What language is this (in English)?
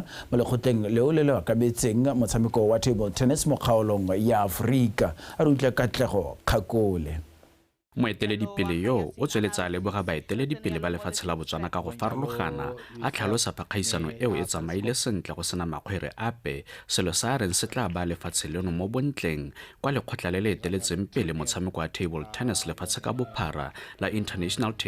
Tswana